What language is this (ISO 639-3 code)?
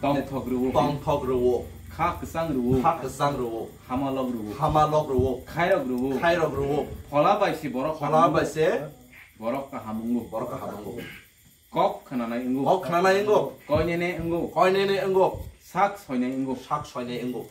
trp